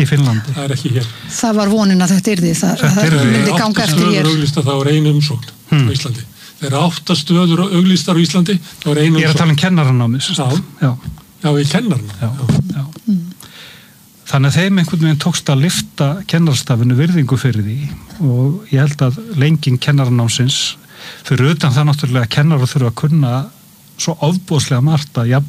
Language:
Icelandic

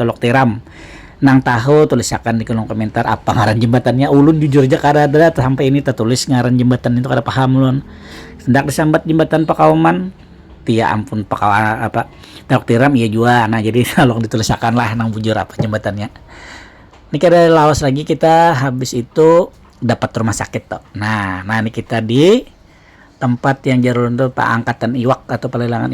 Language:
Banjar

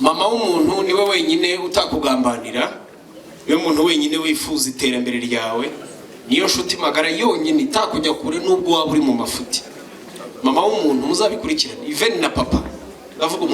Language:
Kinyarwanda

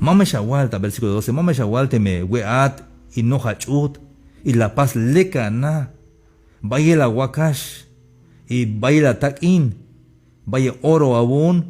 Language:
Tzeltal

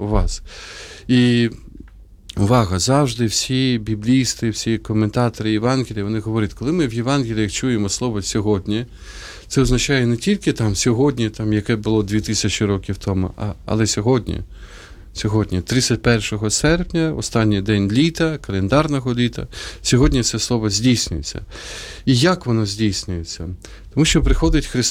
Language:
Ukrainian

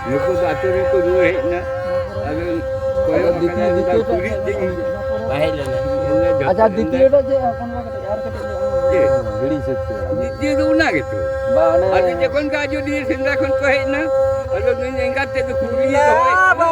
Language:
Santali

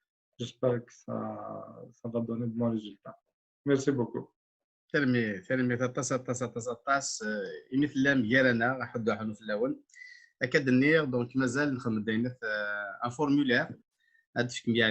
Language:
Kabyle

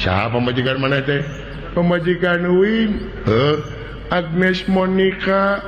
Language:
Sundanese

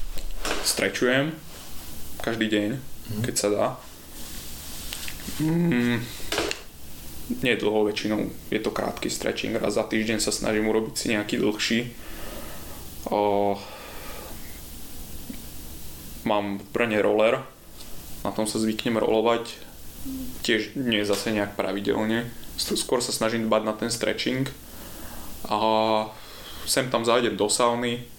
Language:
Slovak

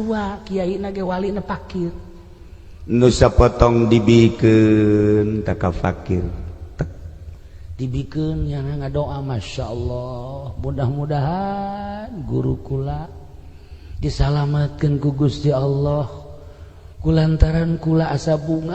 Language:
Sundanese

